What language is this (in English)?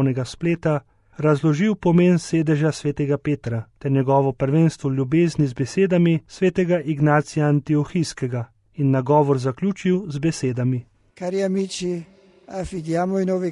Slovenian